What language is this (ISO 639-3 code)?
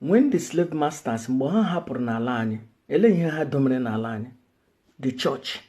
ibo